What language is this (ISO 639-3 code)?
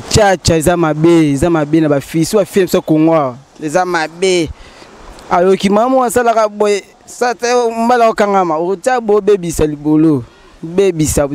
lin